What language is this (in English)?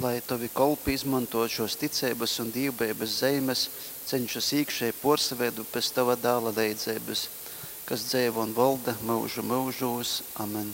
Latgalian